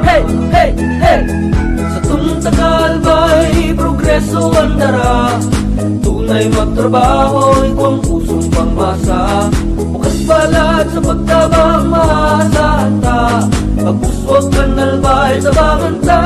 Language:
Bikol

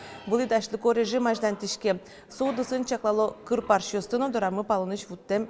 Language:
Udmurt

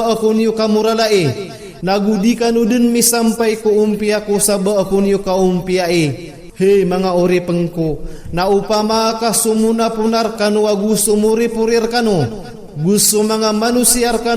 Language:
Maranao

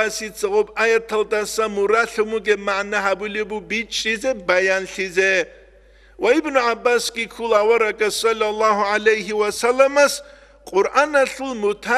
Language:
Avaric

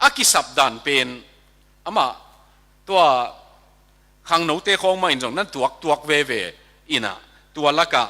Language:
Tedim Chin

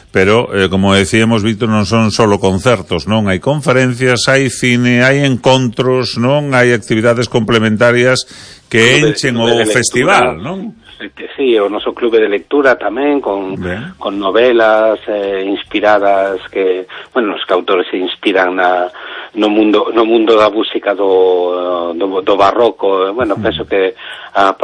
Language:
Galician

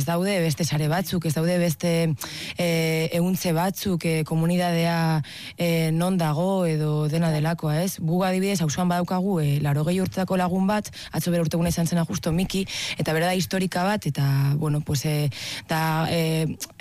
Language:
Basque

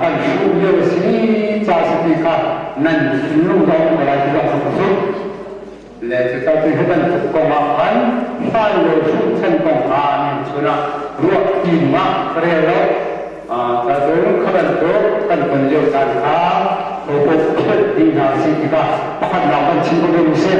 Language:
Hakha Chin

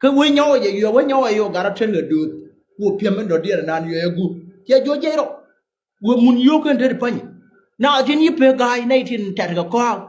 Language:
Nuer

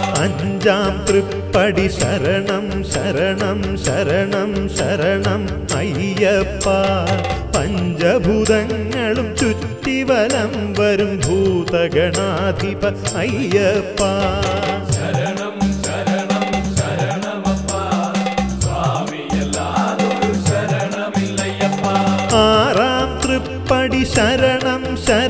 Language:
Malayalam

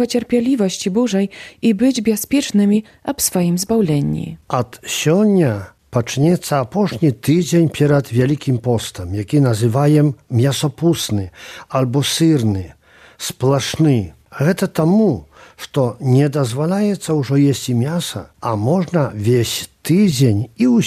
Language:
Belarusian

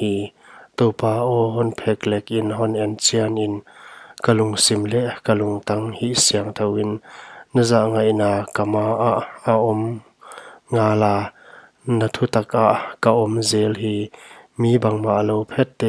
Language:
Paite Chin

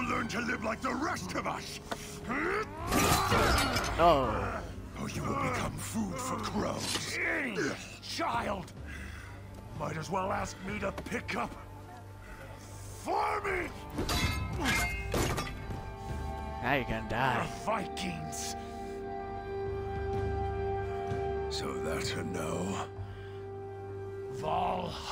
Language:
English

